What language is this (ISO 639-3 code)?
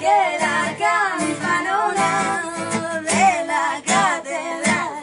ast